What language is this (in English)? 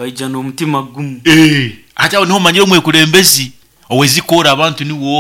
Nyoro